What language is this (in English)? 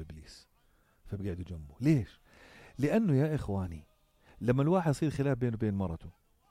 North Levantine Arabic